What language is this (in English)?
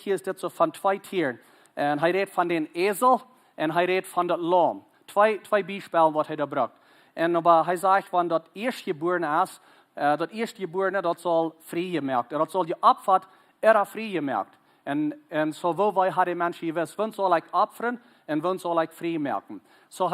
Plautdietsch